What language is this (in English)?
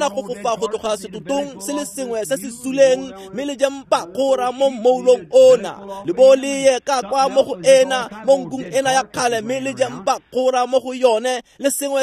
Tswana